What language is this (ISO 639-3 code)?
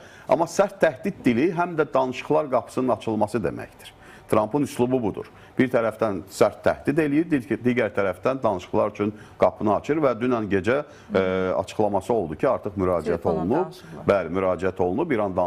aze